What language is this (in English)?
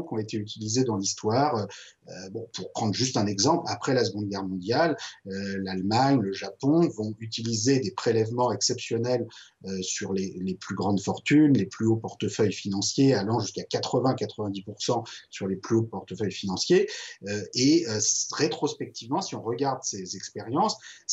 French